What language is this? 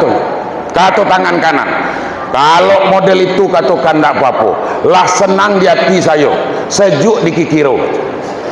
Minangkabau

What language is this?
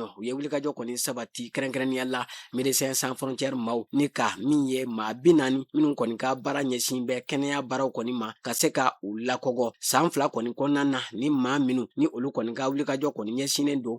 Bambara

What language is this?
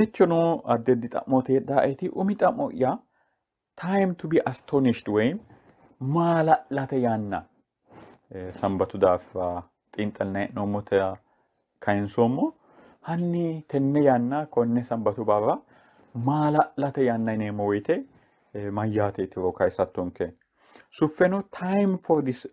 Sidamo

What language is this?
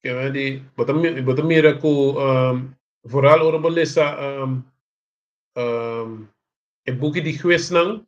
Papiamento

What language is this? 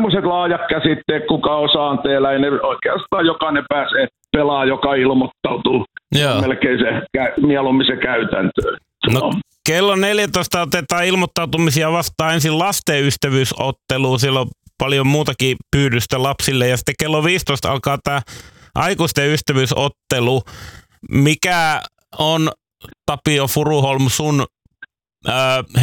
Finnish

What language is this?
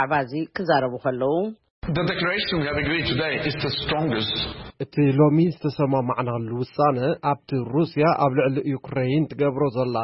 Tigrinya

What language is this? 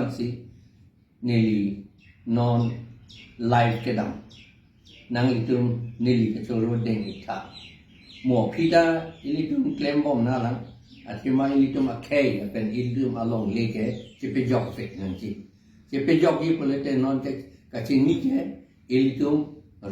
Karbi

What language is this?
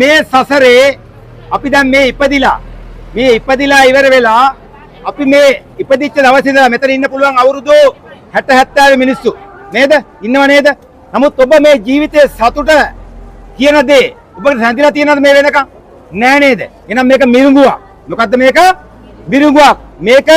Sinhala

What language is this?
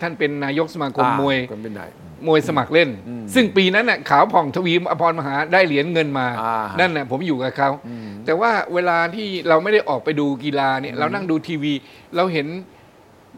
Thai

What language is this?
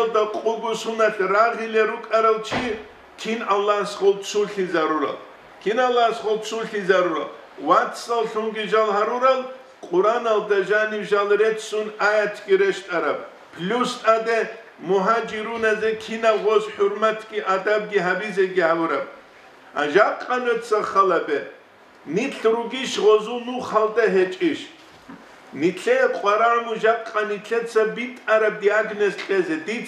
Avaric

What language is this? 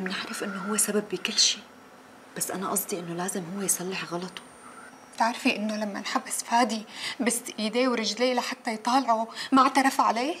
North Levantine Arabic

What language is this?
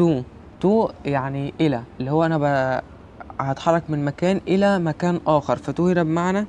Egyptian Arabic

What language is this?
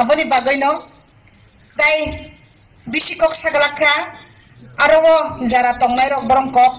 Riang (India)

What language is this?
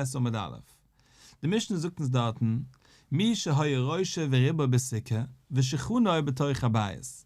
Yiddish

